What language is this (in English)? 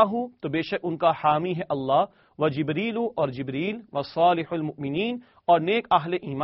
Urdu